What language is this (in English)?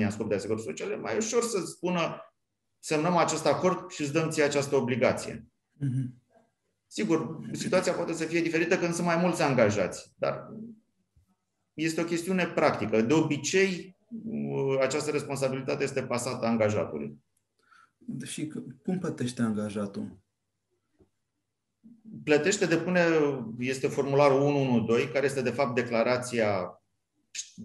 Romanian